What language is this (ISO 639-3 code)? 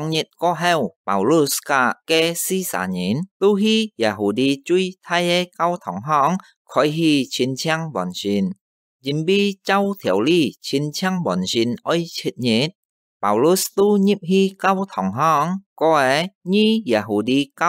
hak